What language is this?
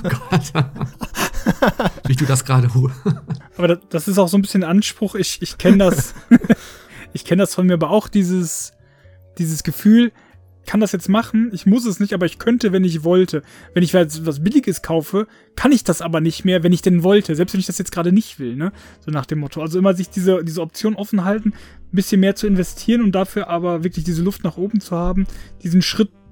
German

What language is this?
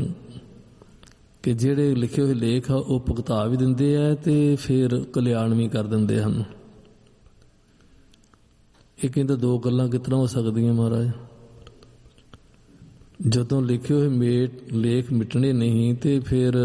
Punjabi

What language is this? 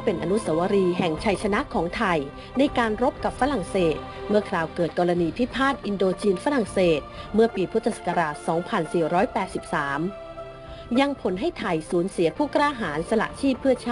Thai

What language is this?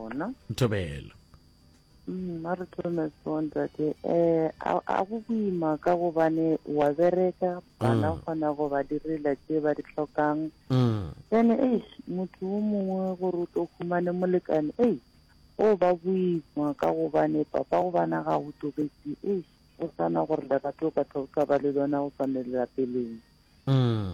Northern Sotho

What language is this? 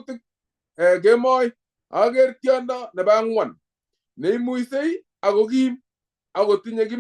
Kalenjin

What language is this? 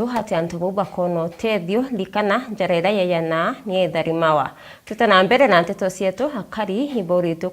Meru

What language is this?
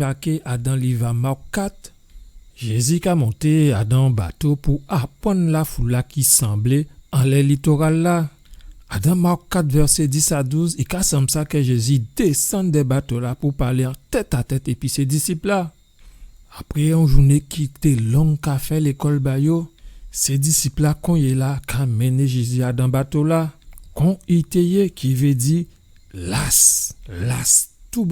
Guadeloupean Creole French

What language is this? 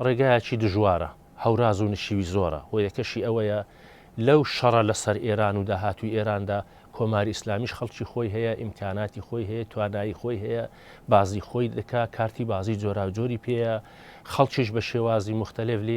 Central Kurdish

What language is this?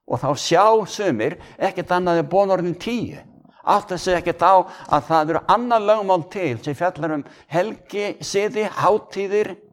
Icelandic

